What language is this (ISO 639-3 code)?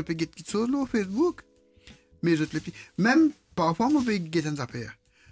mfe